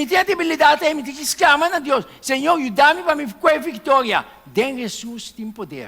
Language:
Papiamento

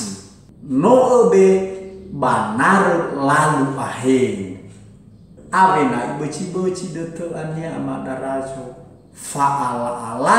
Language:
Nias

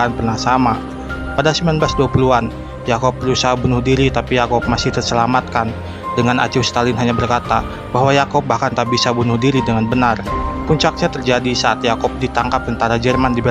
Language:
Indonesian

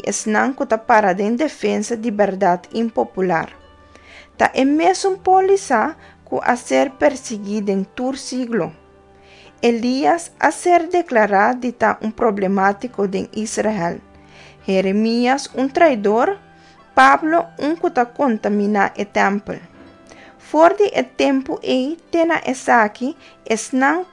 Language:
Papiamento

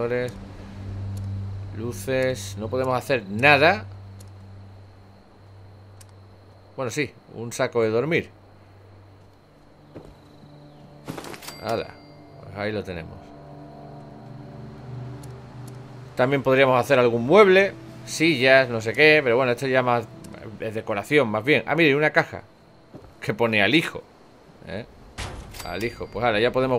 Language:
Spanish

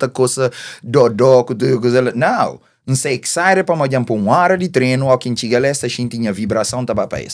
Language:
Kabuverdianu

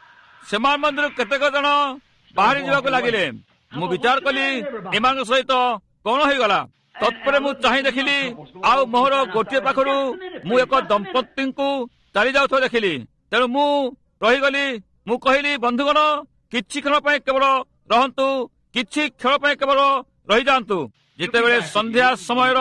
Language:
Odia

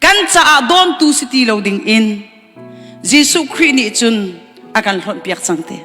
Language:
Hakha Chin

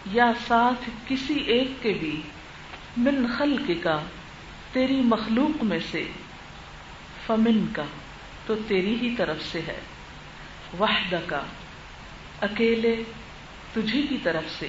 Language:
Urdu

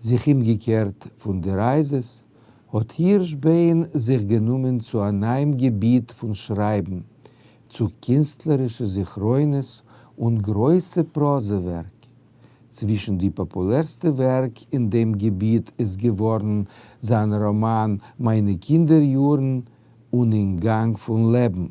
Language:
Yiddish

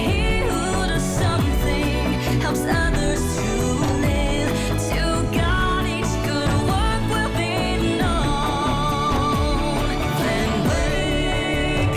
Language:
Tahitian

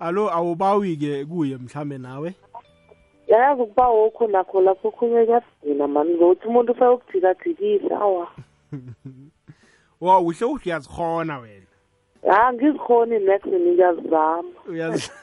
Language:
South Ndebele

